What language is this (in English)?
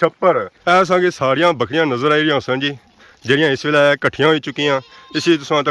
Pahari-Potwari